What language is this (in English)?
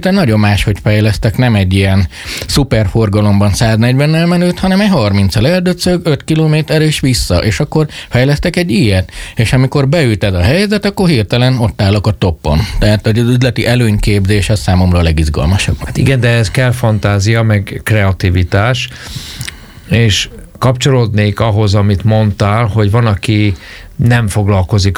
Hungarian